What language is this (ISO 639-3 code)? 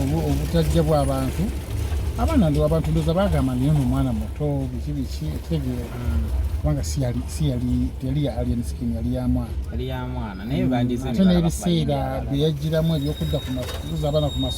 lug